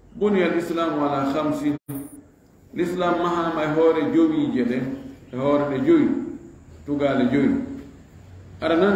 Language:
Fula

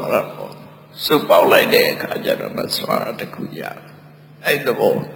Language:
Burmese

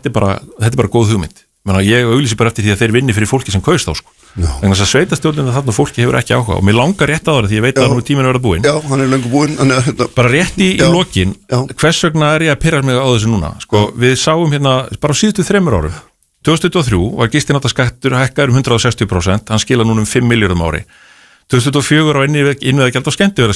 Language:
Icelandic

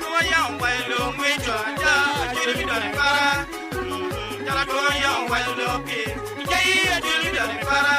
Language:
Acoli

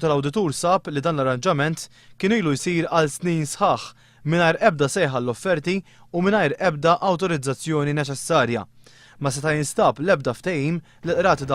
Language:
Maltese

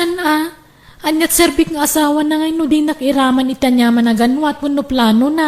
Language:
Iloko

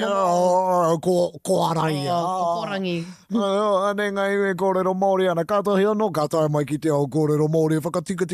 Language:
Māori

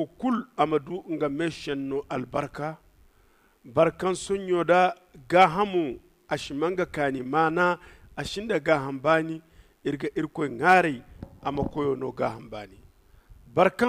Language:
Zarma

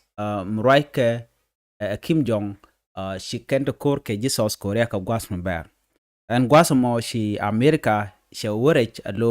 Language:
Nuer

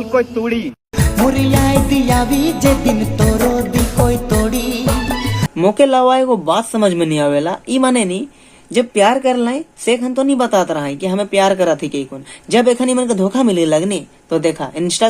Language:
Sadri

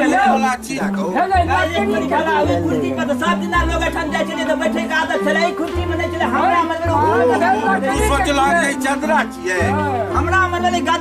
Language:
Maithili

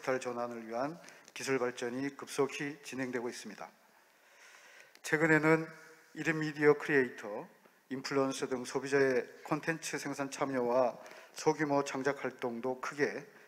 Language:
Korean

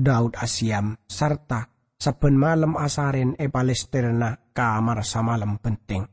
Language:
Madurese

